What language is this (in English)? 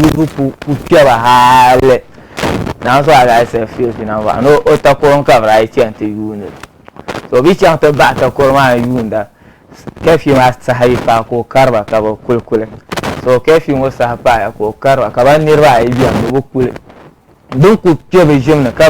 Dagbani